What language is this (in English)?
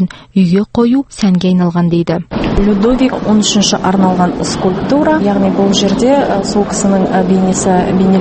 Kazakh